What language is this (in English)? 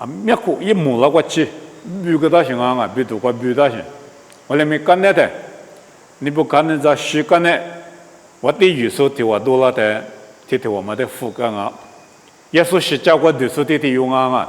Lisu